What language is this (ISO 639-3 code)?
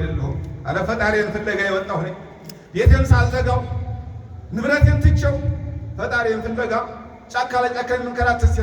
amh